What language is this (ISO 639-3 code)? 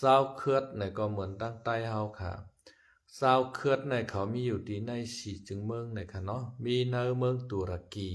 shn